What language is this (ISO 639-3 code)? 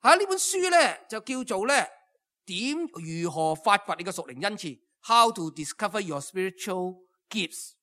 yue